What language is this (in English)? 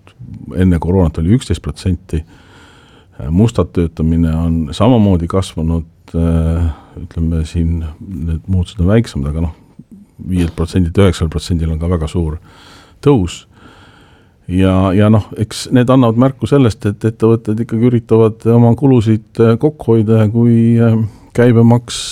Estonian